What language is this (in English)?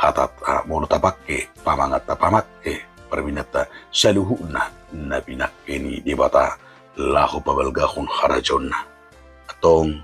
Batak Toba